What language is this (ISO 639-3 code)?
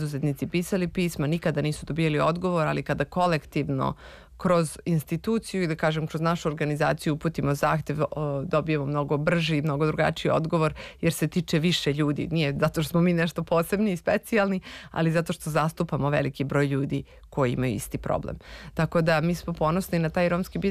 srp